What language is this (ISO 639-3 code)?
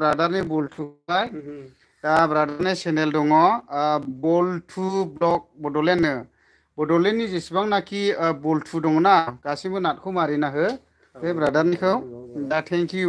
brx